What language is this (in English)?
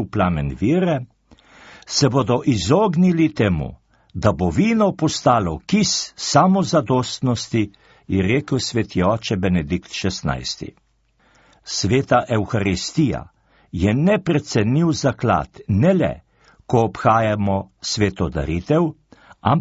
Slovenian